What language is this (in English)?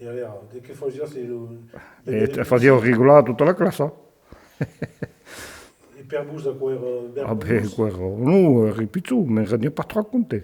Occitan